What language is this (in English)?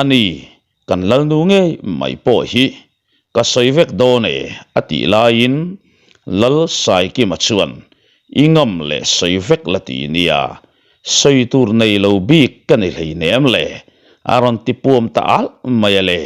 Mizo